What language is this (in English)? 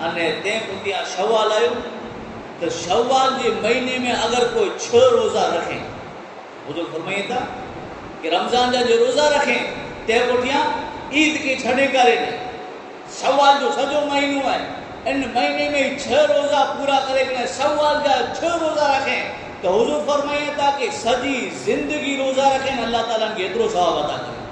Kachhi